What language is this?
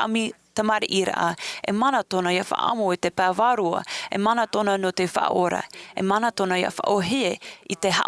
Tahitian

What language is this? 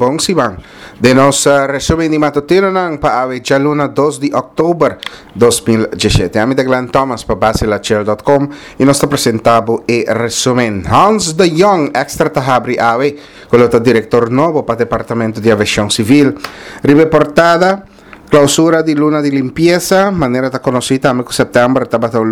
Papiamento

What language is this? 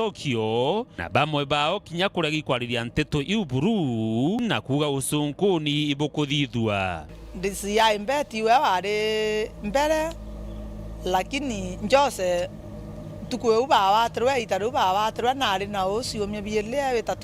Meru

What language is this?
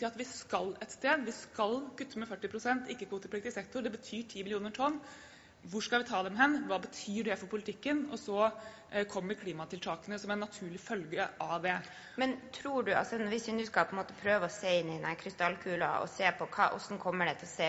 Norwegian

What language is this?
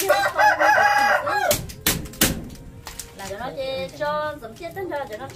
Vietnamese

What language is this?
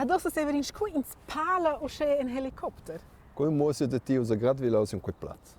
Romansh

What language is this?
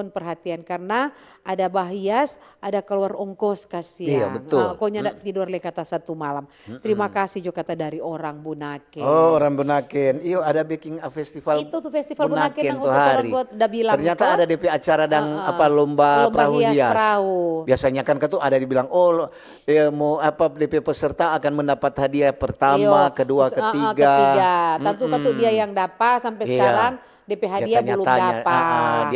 Manado Malay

